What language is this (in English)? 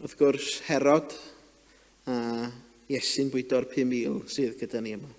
Welsh